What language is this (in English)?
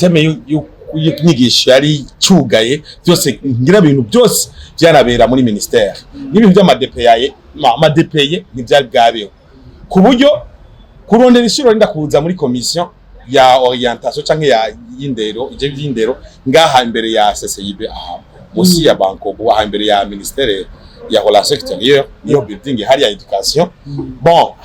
Rundi